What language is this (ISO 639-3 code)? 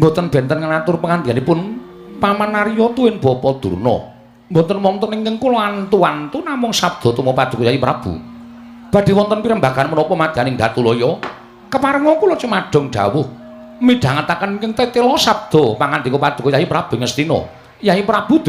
jav